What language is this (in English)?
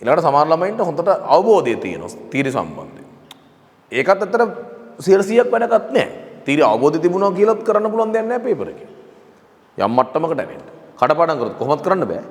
Sinhala